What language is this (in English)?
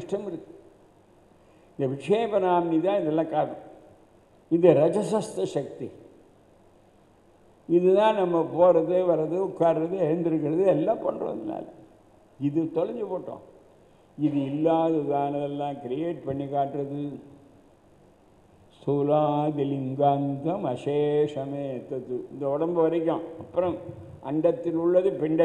Tamil